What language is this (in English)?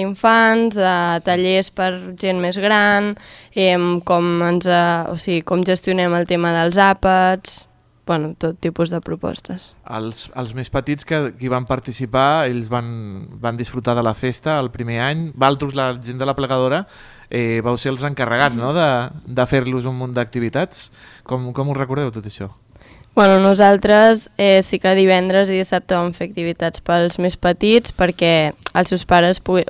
Catalan